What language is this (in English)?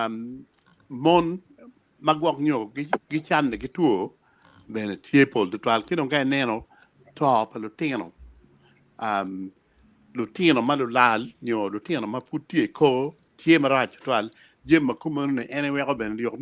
Acoli